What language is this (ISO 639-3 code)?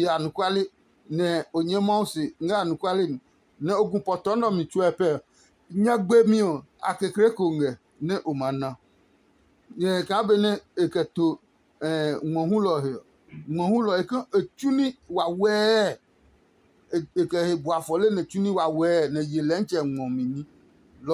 ada